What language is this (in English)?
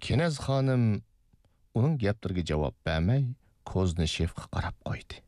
Uyghur